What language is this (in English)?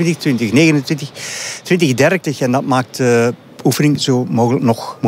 Dutch